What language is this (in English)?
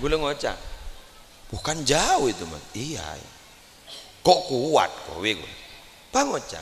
Madurese